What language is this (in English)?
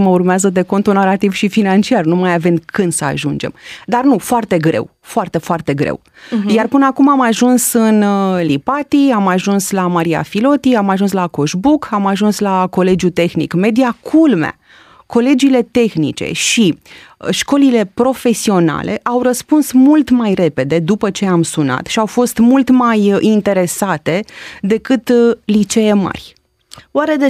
Romanian